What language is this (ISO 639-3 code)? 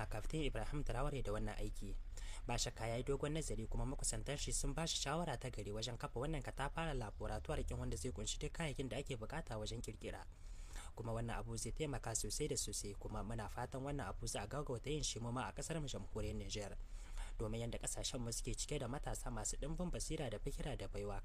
hau